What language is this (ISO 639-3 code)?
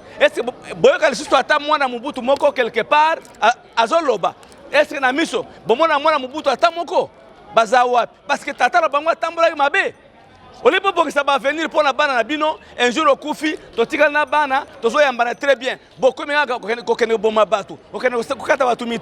lin